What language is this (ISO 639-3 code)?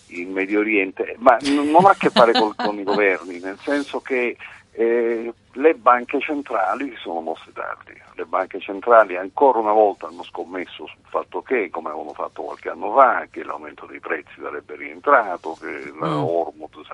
ita